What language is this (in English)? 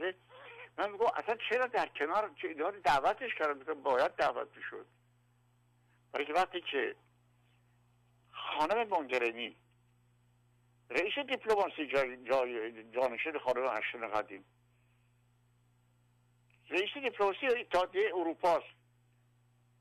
Persian